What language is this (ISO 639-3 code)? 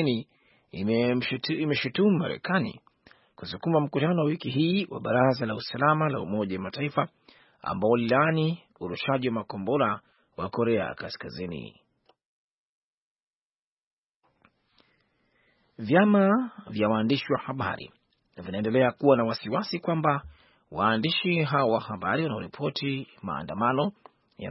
swa